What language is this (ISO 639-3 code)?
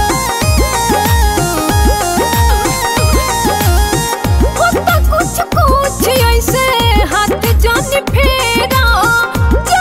bho